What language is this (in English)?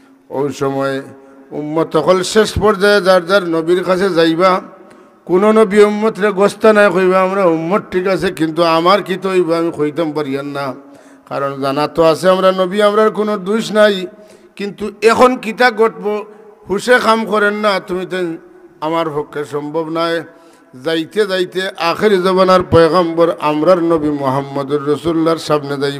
Sylheti